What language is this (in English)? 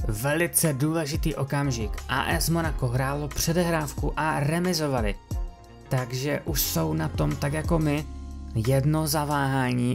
Czech